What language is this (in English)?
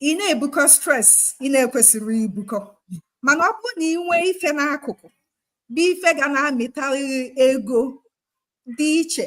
Igbo